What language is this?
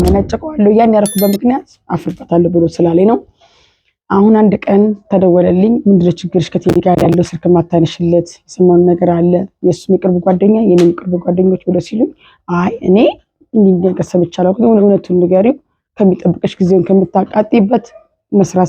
Amharic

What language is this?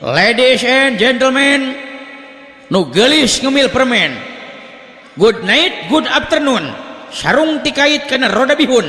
Sundanese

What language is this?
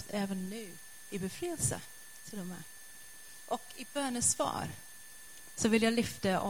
Swedish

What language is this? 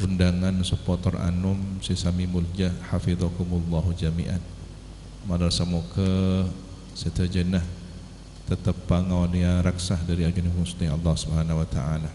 Madurese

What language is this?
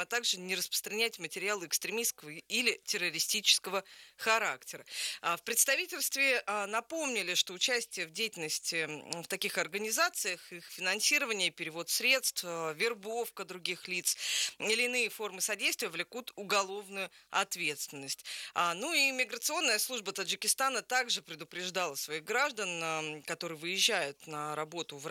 Russian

